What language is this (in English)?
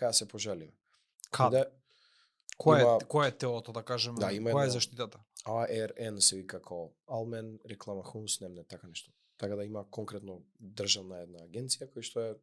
Macedonian